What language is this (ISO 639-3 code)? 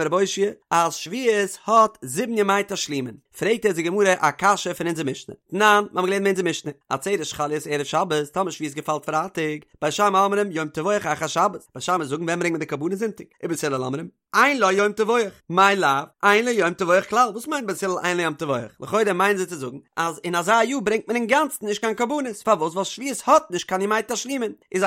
yid